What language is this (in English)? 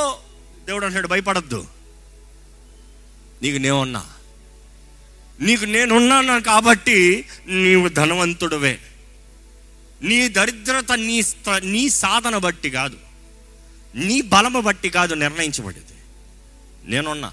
Telugu